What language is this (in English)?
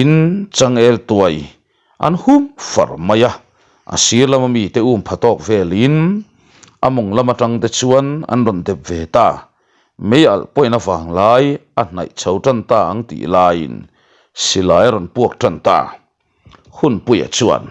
Mizo